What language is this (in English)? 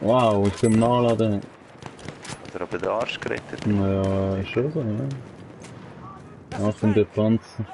Swiss German